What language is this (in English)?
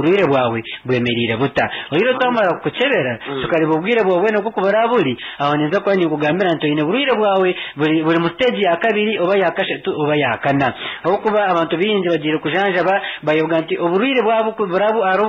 Nyankole